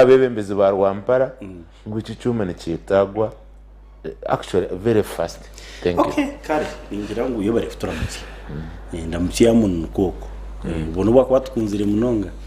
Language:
Nyankole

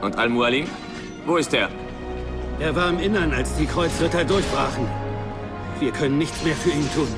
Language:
Bavarian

